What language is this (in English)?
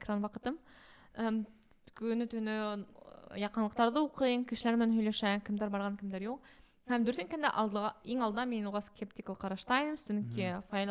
Bashkir